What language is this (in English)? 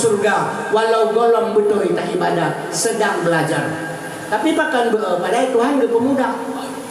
Achinese